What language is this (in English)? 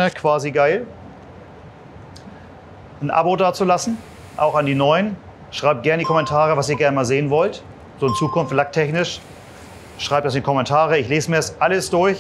German